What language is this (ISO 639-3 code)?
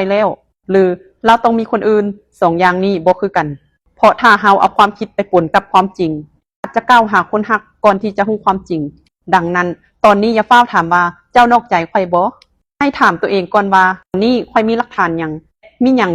lao